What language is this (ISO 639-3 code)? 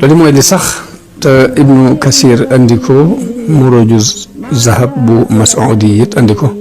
wol